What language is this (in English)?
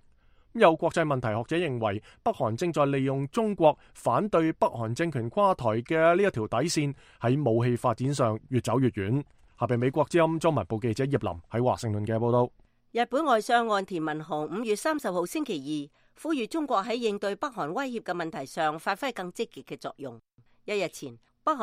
Cantonese